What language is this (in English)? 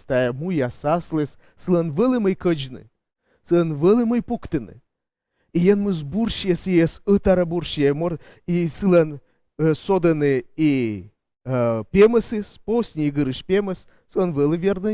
Komi